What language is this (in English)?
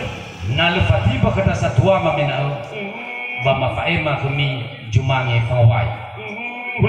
Nias